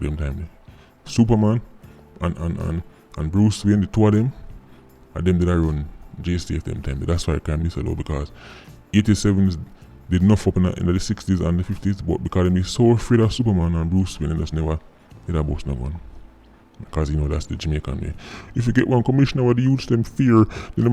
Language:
Jamaican Creole English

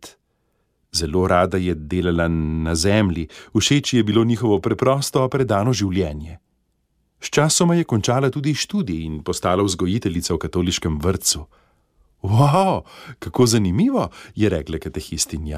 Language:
Slovenian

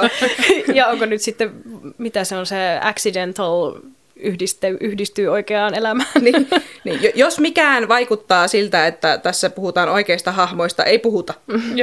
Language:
Finnish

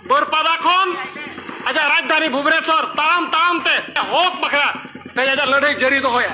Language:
Santali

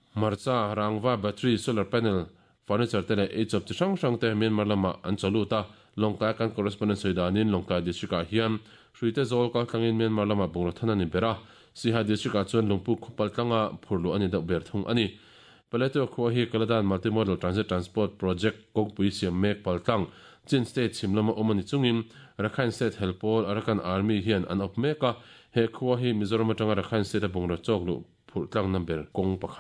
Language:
Mizo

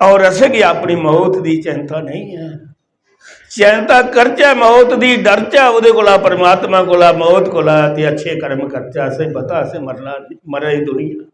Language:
Dogri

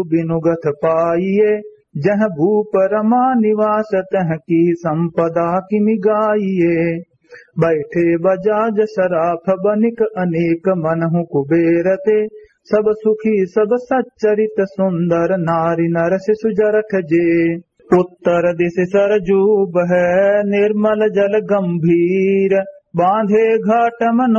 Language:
Awadhi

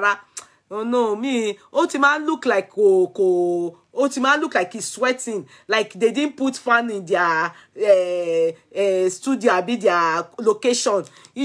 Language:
Nigerian Pidgin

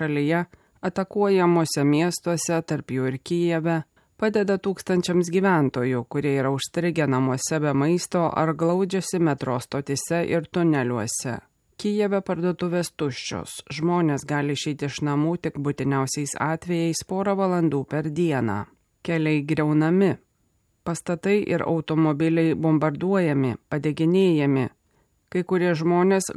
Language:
Lithuanian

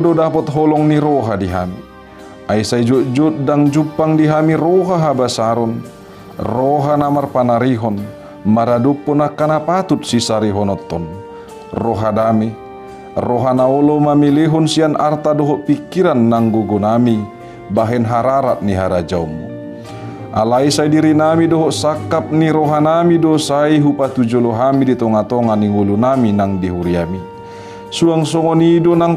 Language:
Batak Toba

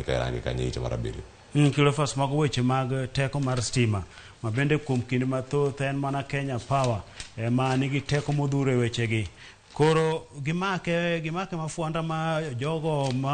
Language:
Luo (Kenya and Tanzania)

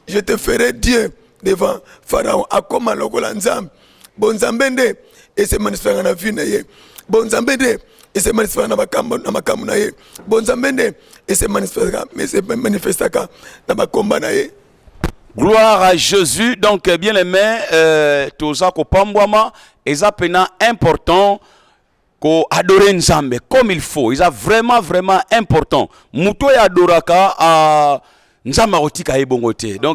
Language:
Lingala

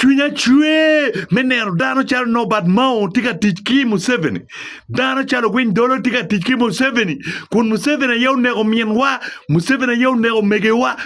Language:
Acoli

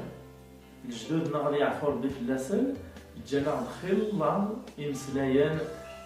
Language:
Kabyle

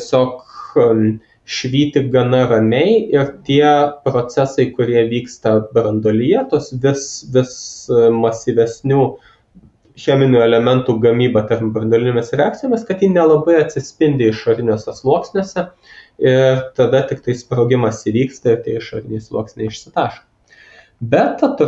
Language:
Lithuanian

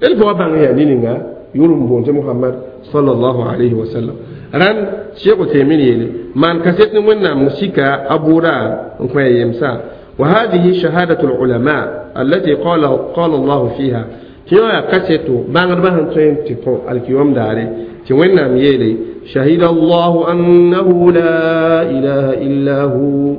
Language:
Mossi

